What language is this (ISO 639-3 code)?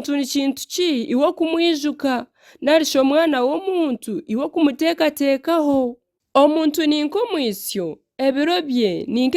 nyn